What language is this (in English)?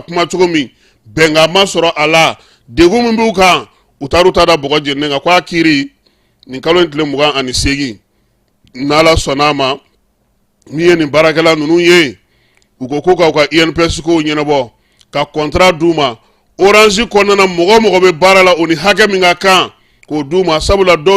Bambara